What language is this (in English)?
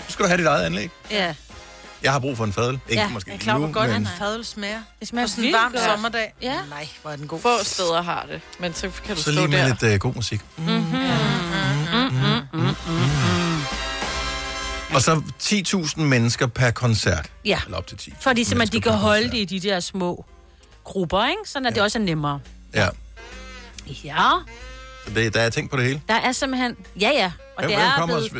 Danish